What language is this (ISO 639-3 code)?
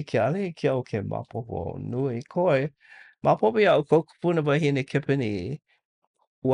haw